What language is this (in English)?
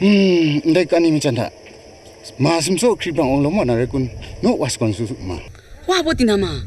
Kachin